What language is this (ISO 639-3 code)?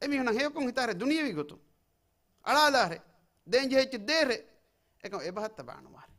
div